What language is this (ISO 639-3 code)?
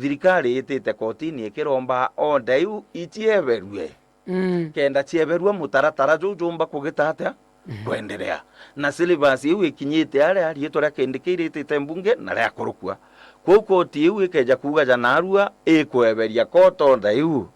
mer